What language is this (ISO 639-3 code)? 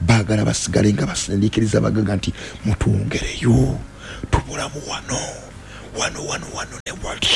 lug